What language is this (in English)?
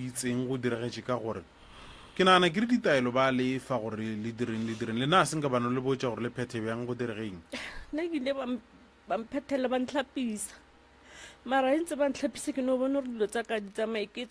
Northern Sotho